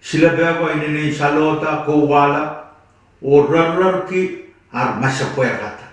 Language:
Pohnpeian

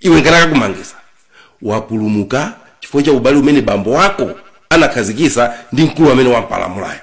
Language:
Nyanja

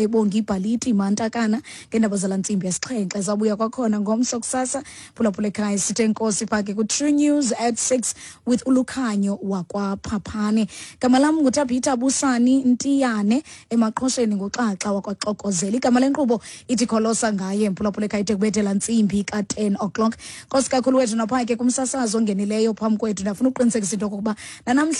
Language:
Xhosa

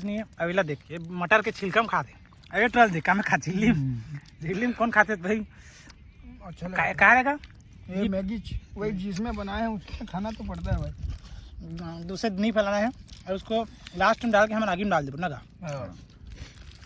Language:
Chhattisgarhi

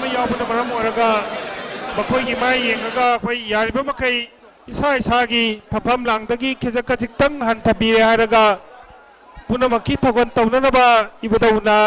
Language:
Manipuri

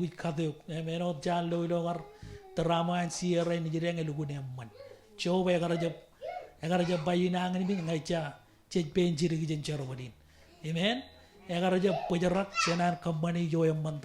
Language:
Marshallese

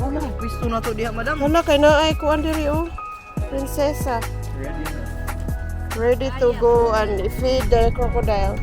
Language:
Cebuano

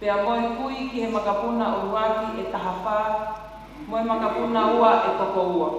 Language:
Tongan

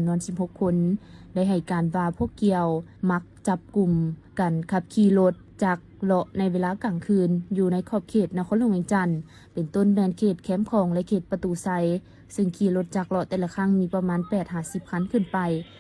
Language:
Lao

